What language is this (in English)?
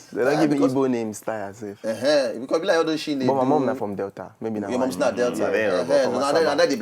Nigerian Pidgin